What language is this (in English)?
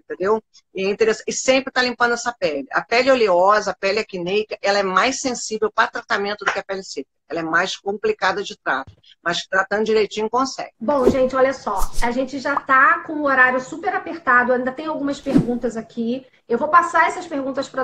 Portuguese